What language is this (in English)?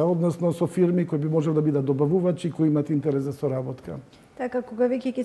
Macedonian